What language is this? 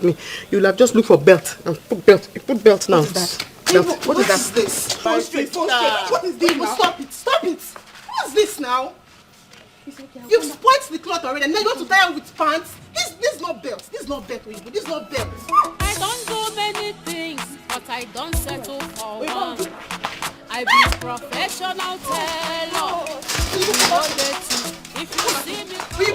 Nigerian Pidgin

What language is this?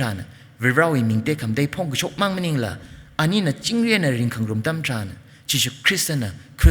Tangkhul Naga (India)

